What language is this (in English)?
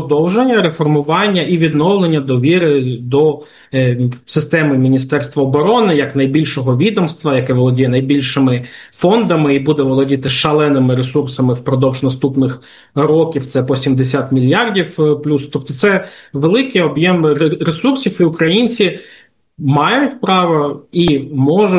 Ukrainian